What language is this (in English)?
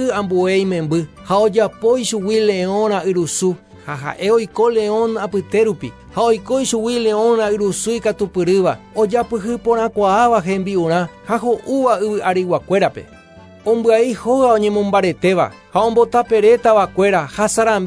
Guarani